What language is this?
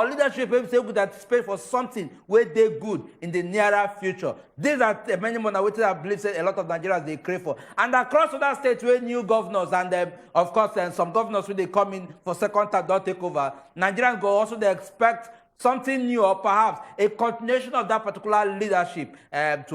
Nigerian Pidgin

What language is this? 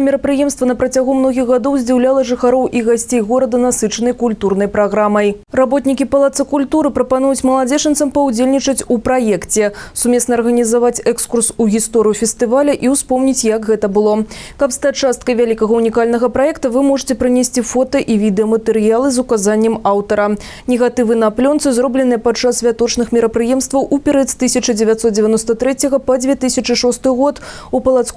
Belarusian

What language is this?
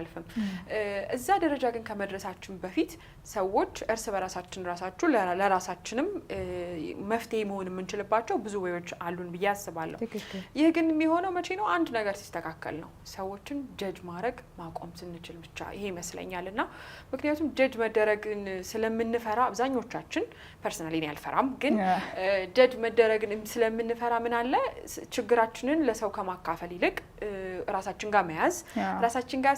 Amharic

